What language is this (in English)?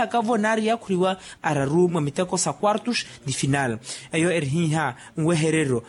Makhuwa